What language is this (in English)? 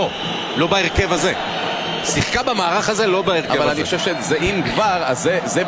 Hebrew